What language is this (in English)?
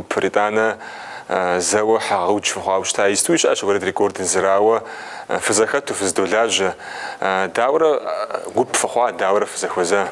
Kabardian